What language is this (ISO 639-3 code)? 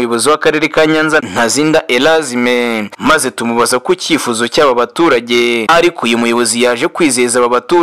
kin